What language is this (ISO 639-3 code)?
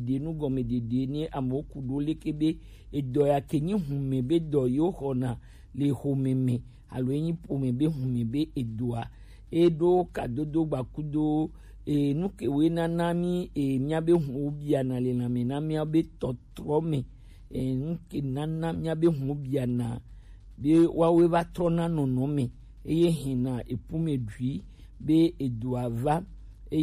gej